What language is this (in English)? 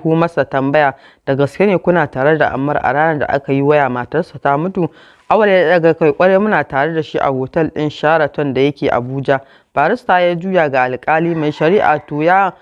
Hausa